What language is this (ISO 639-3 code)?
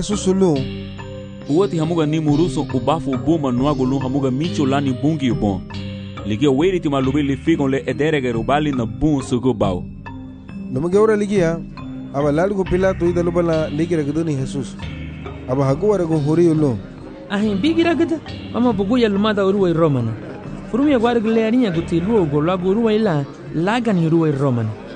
cab